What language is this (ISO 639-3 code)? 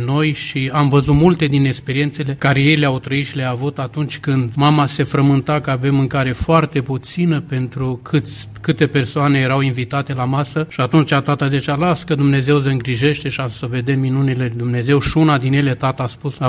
ron